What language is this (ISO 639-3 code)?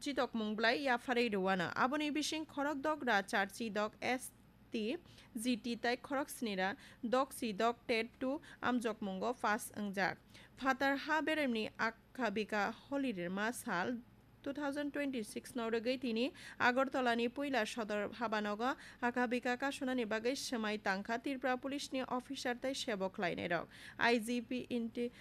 trp